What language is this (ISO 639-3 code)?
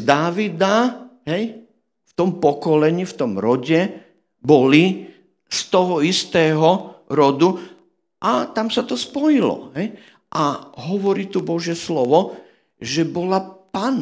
slk